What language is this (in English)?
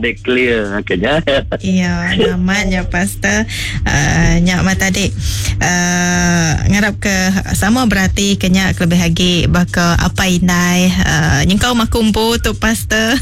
Iban